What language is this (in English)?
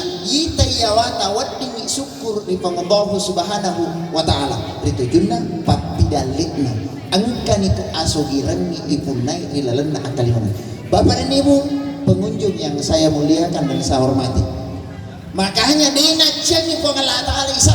Buginese